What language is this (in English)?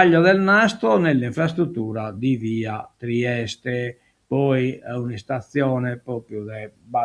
Sardinian